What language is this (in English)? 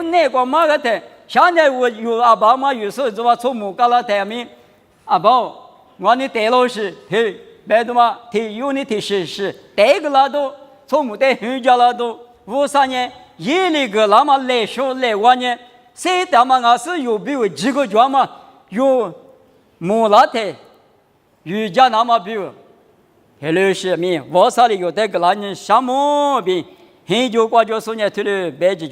Lisu